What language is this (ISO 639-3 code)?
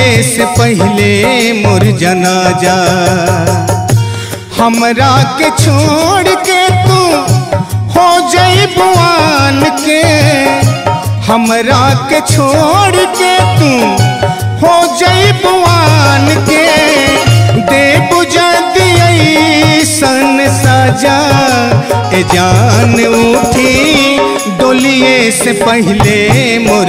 bho